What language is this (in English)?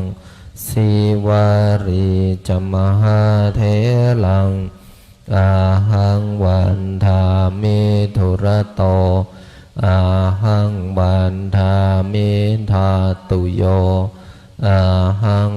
Pali